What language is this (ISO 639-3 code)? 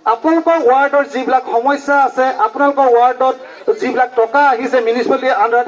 asm